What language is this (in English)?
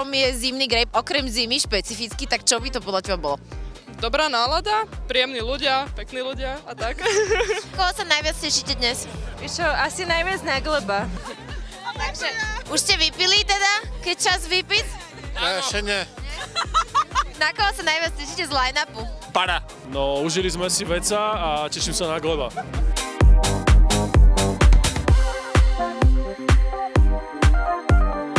Slovak